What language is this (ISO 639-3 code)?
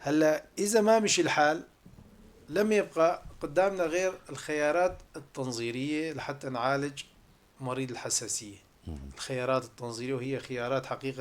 apc